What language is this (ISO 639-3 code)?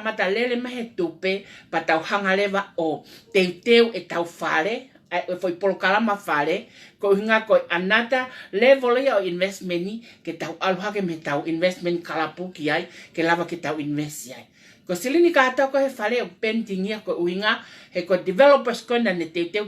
ton